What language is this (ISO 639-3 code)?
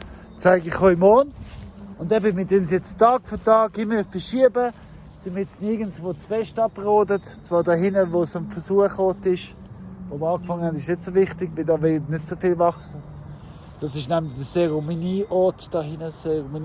gsw